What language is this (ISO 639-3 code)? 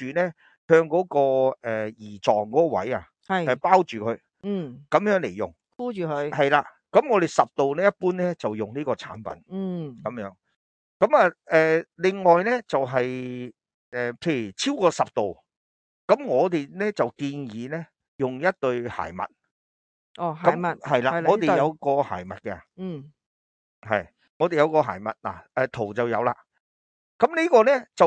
yue